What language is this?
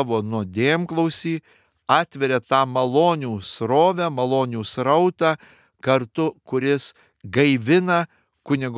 Lithuanian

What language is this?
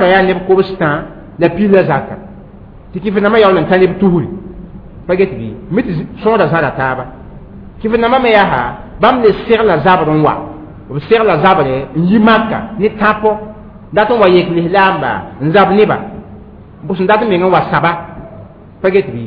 Mossi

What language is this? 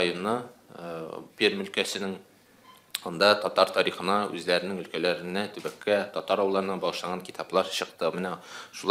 Tatar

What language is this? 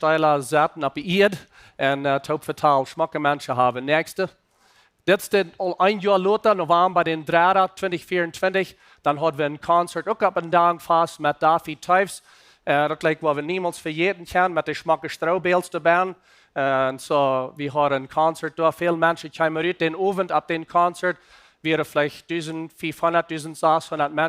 Plautdietsch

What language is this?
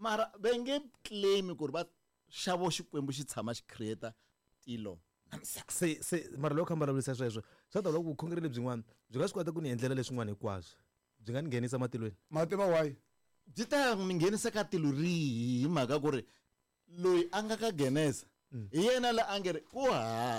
Tsonga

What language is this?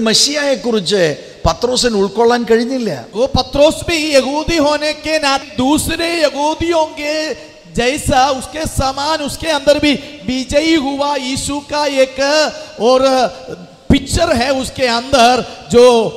Malayalam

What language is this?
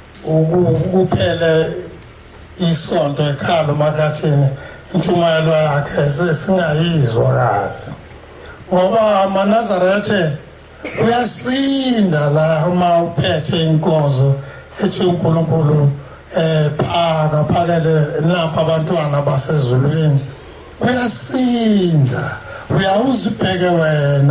Zulu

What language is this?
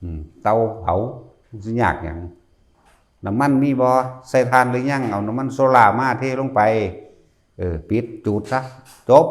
Lao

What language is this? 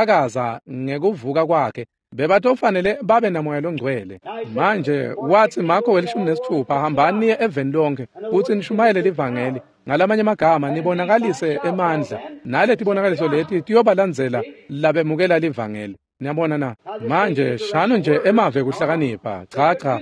Swati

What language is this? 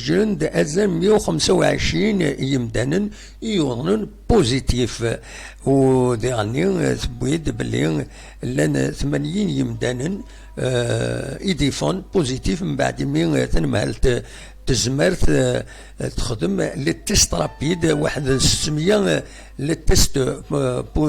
Kabyle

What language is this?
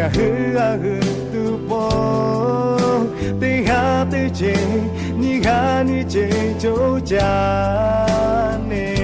Lahu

